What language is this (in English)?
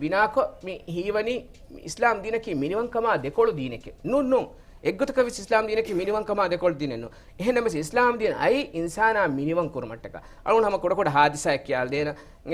Divehi